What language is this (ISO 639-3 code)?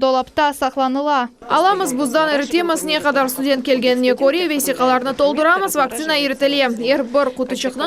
crh